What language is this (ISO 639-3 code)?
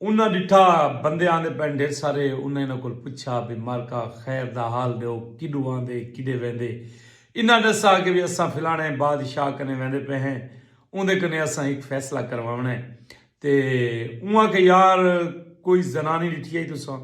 skr